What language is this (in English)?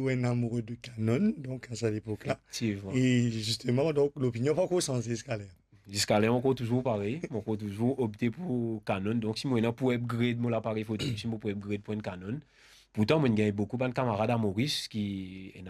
Morisyen